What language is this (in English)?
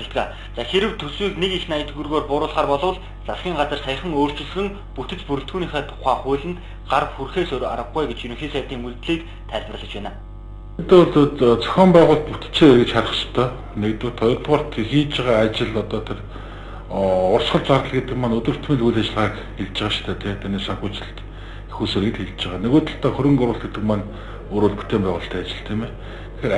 Mongolian